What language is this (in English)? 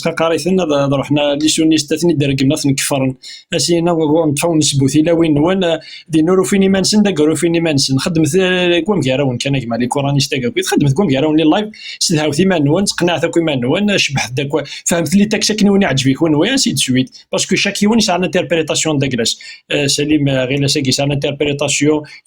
Kabyle